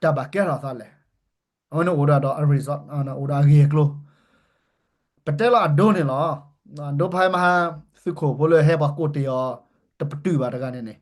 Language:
S'gaw Karen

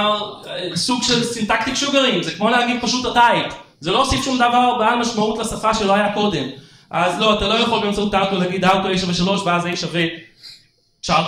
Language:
Hebrew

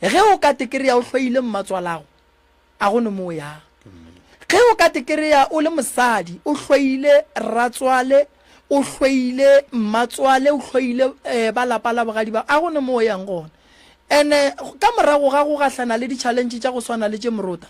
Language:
Northern Sotho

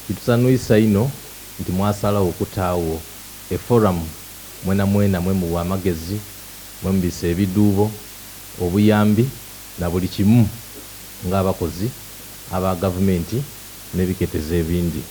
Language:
Soga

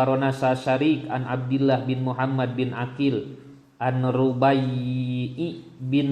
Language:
Sundanese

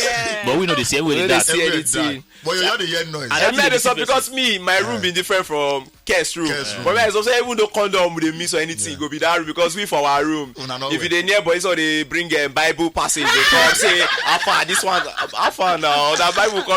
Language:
Nigerian Pidgin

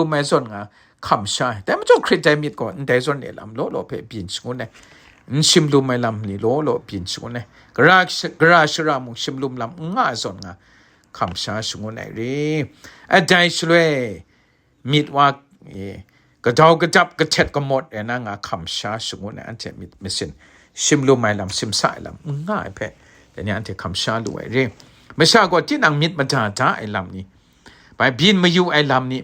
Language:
Kachin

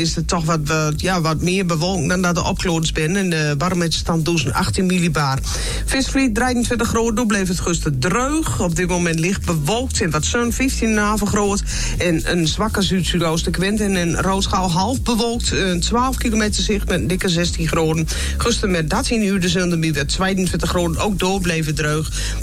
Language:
Dutch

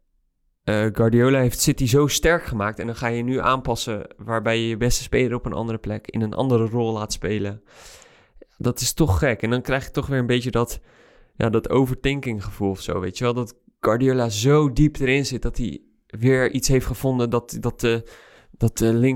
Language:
Dutch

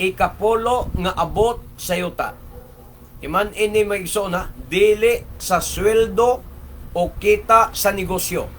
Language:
Cebuano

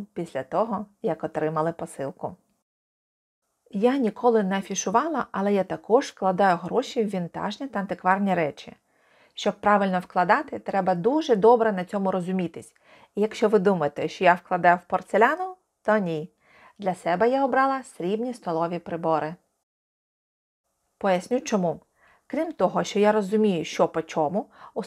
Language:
Ukrainian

